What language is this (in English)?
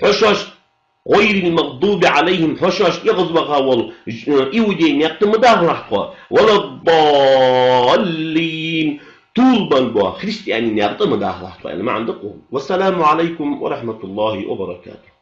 Ingush